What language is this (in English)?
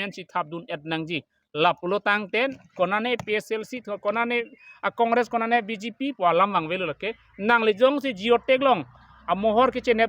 Karbi